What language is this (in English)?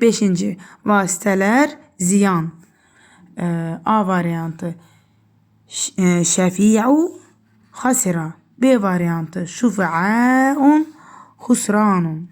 Azerbaijani